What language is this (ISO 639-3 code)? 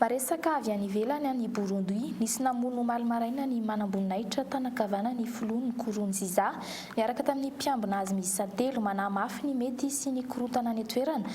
mlg